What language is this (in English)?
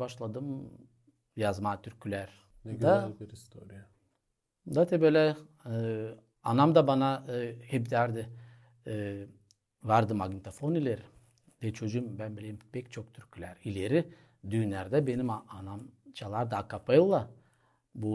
Gagauz